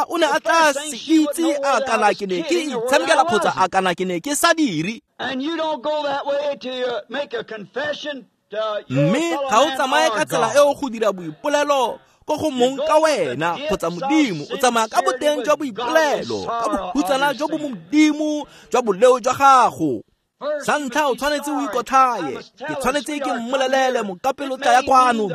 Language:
Tswana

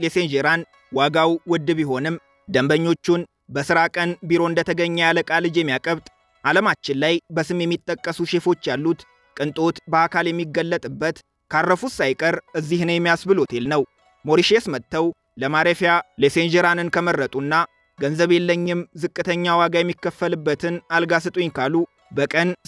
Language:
Amharic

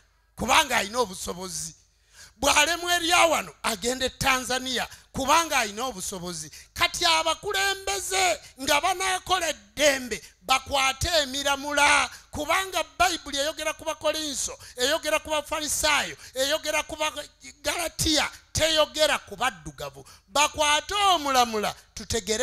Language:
Ganda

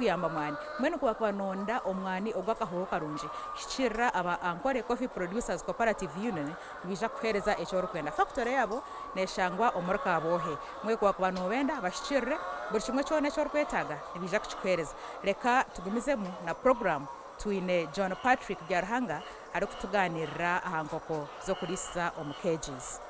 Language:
Nyankole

